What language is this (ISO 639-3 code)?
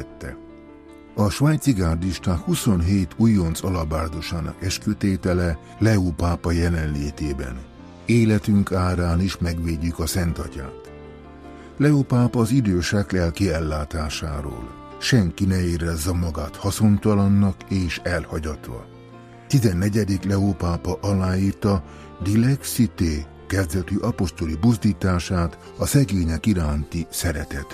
hun